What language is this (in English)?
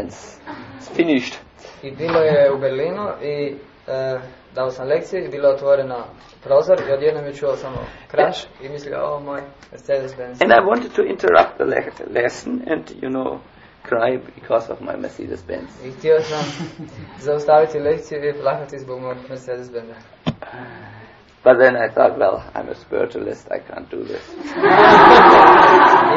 Croatian